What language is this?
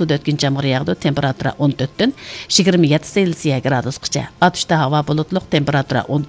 Uyghur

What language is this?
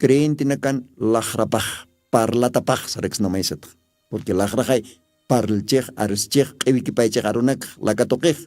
Aymara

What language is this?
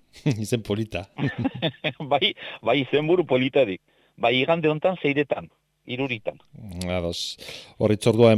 Basque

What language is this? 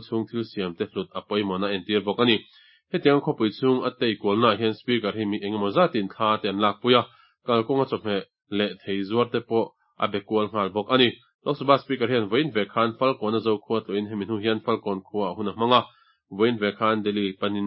Mizo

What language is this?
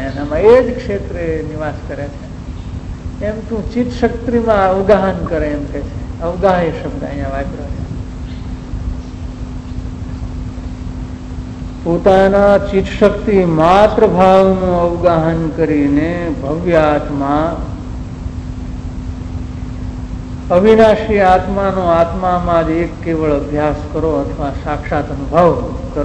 Gujarati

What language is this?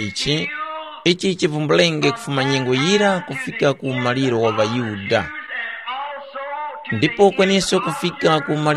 Tumbuka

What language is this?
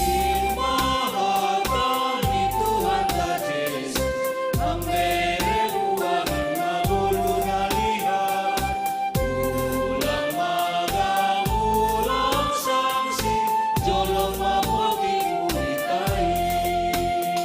Batak Simalungun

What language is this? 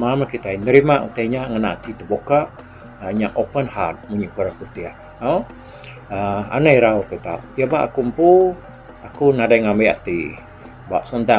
Iban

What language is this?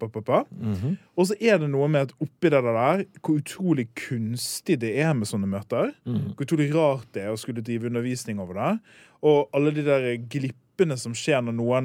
Norwegian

